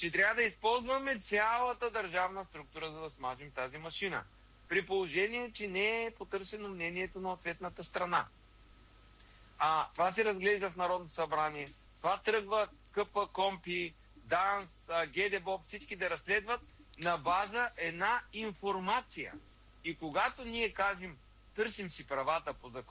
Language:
Bulgarian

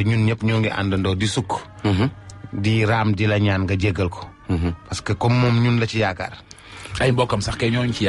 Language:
Wolof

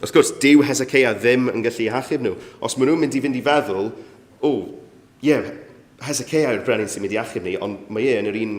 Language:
Welsh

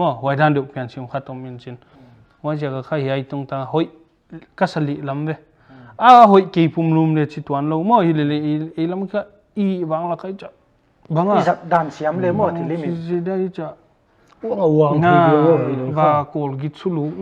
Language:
Paite Chin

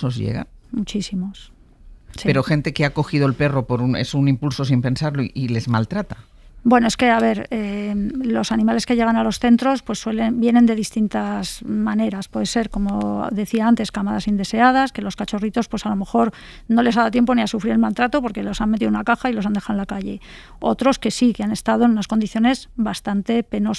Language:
Spanish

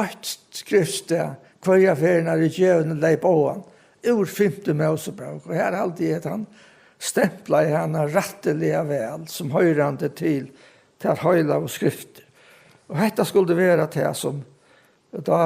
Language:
Faroese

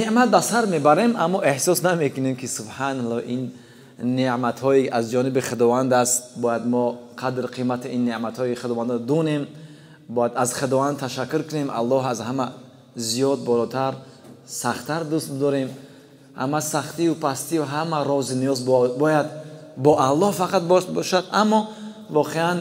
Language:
Tajik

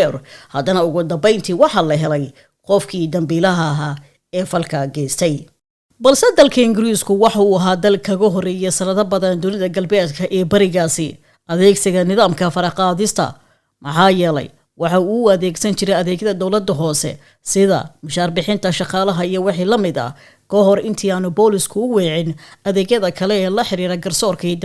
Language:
Somali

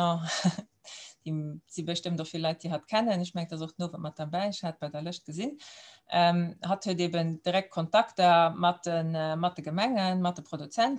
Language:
Luxembourgish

